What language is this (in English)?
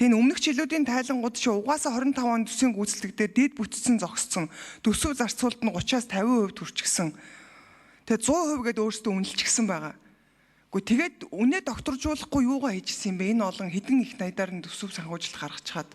Mongolian